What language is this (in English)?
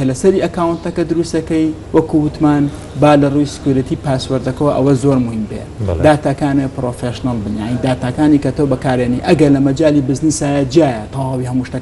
Central Kurdish